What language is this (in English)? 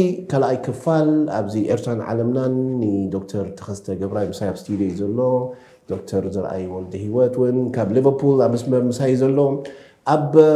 Tigrinya